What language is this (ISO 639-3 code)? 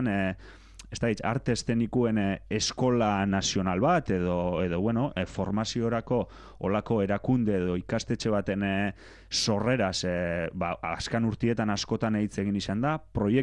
eus